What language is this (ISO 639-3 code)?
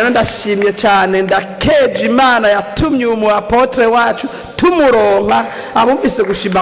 run